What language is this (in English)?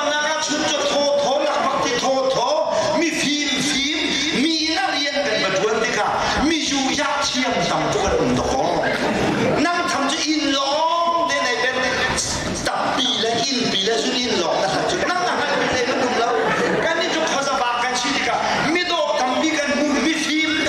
Hakha Chin